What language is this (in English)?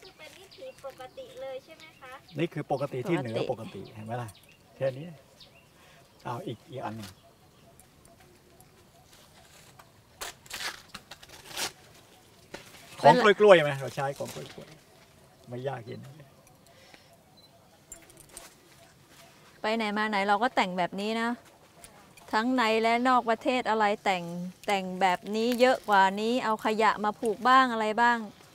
Thai